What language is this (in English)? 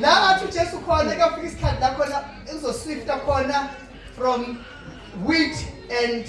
Zulu